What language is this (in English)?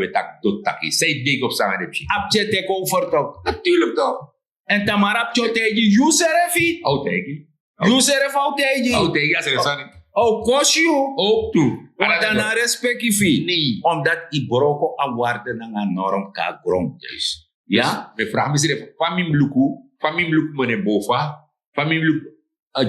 Sranan Tongo